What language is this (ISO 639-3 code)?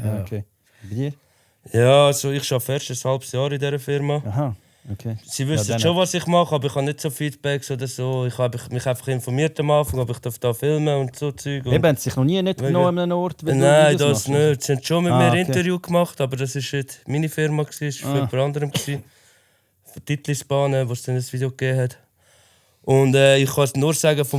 gsw